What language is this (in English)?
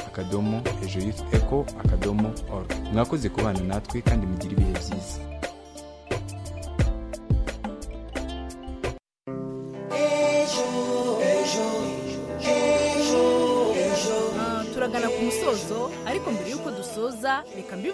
Kinyarwanda